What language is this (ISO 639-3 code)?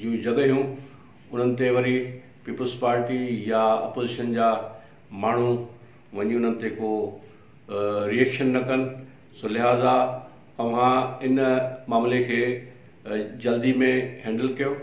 snd